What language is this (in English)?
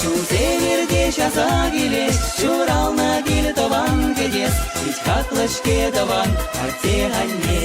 Chuvash